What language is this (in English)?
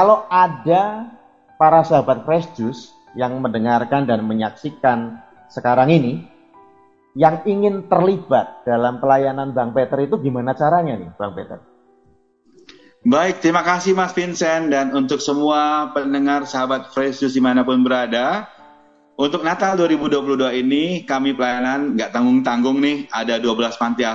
Indonesian